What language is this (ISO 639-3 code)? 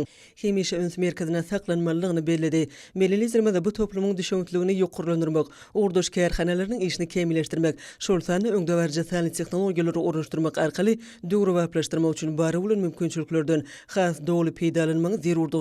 tuk